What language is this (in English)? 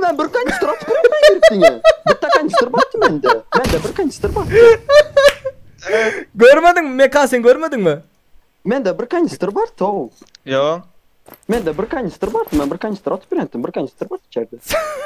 Turkmen